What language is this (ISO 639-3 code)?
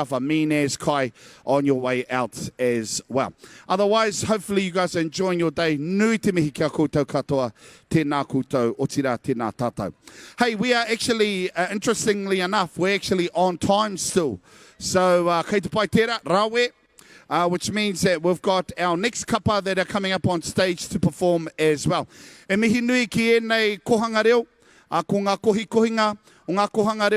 mri